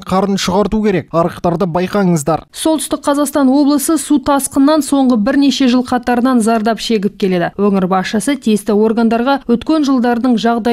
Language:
Kazakh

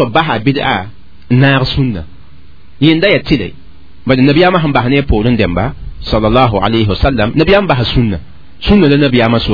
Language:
Mossi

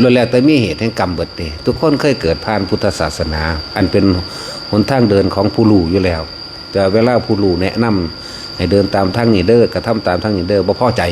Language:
Northeastern Thai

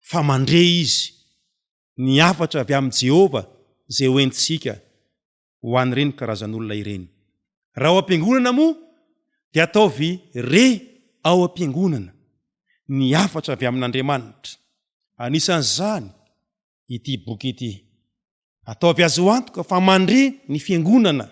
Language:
Malagasy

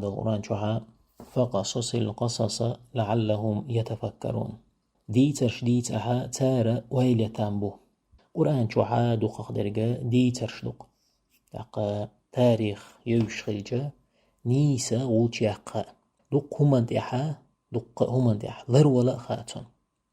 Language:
Chechen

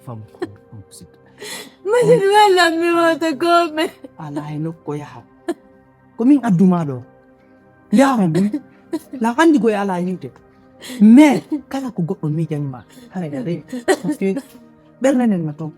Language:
Pular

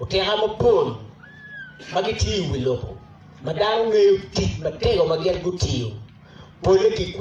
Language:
Acoli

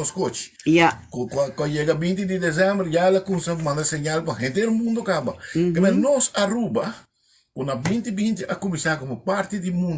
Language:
Papiamento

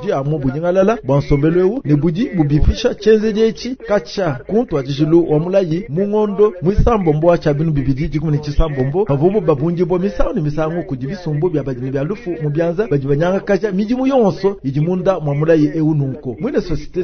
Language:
Luba-Lulua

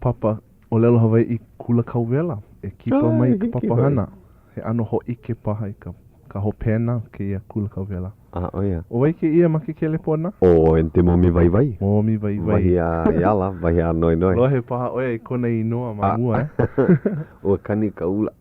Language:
Hawaiian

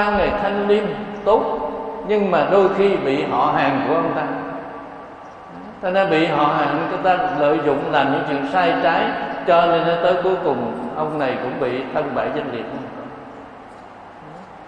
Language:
Vietnamese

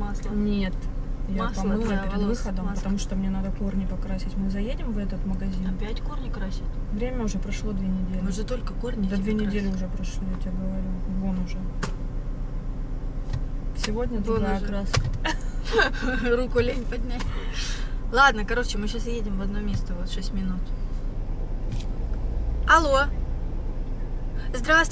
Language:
Russian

